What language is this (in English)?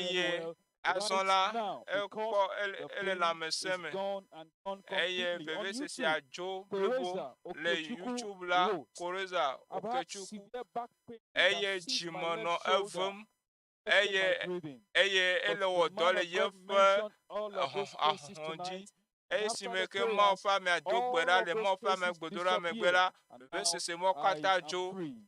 Ewe